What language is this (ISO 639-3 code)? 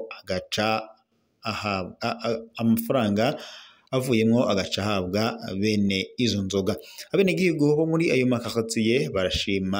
run